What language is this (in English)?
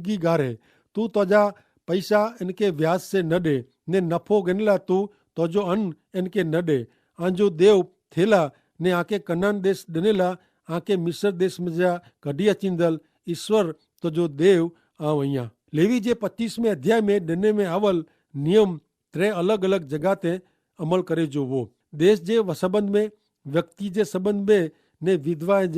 Kachhi